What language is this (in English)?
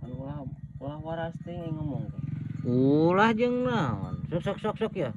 Sundanese